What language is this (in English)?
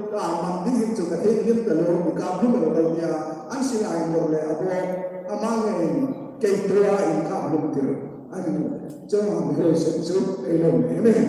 Hmar